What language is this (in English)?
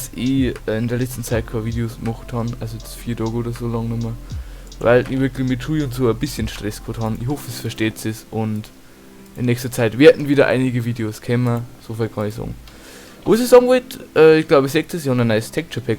Bavarian